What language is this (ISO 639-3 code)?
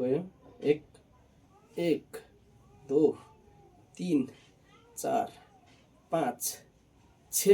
nep